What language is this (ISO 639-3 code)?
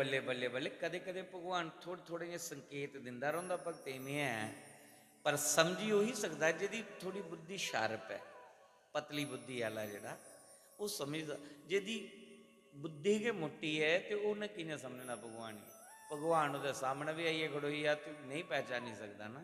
doi